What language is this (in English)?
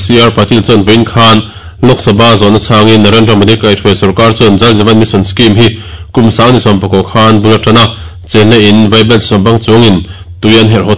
Mizo